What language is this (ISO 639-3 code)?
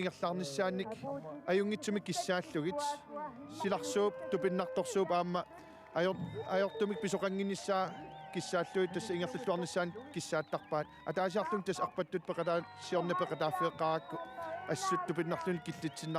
kal